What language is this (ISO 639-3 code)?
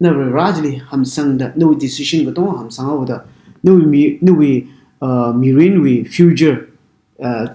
nmf